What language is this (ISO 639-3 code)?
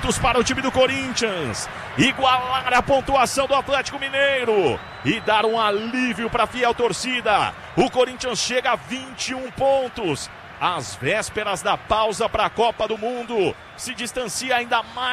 por